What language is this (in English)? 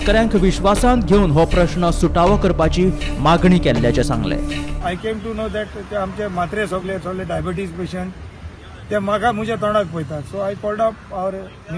Konkani